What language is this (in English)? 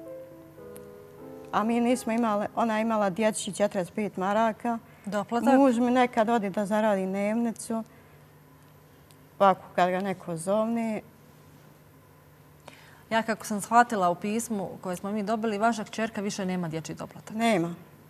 Bosnian